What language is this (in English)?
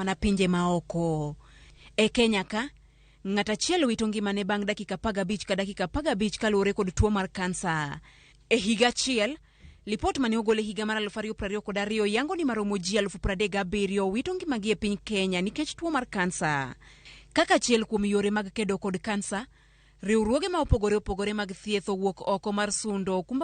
Luo (Kenya and Tanzania)